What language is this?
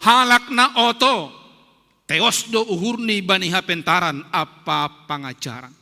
Batak Simalungun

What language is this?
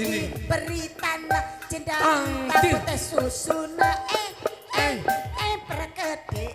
Batak Karo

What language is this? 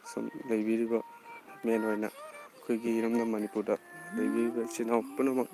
Manipuri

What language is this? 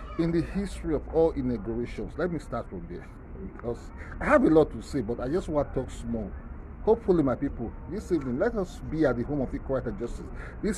Nigerian Pidgin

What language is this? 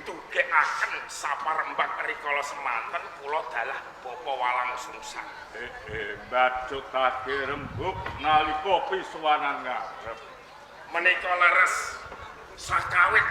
Javanese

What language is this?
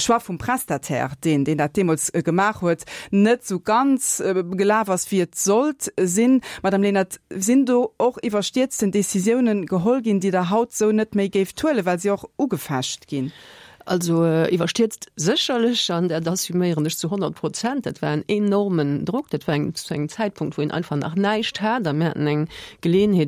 Luxembourgish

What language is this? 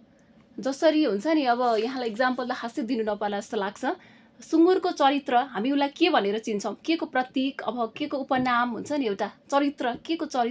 Nepali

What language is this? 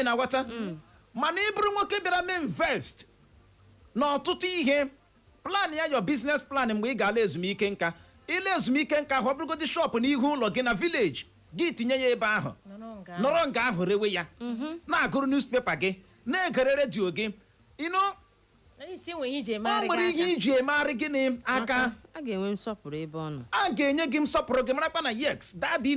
Igbo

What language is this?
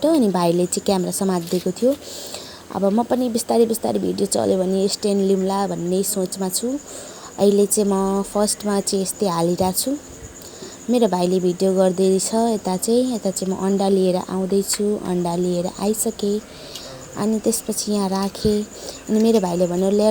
Nepali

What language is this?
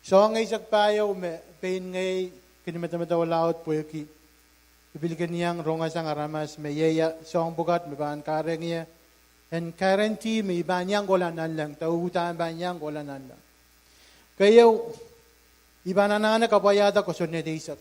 Pohnpeian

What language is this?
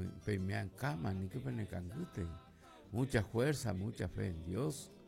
Guarani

